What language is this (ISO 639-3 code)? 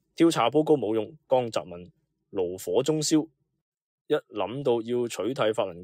yue